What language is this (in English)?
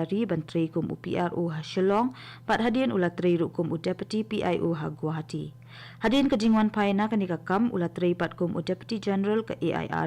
Khasi